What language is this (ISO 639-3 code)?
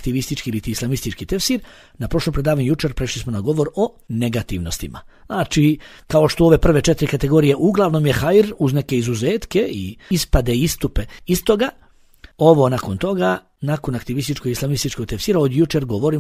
bos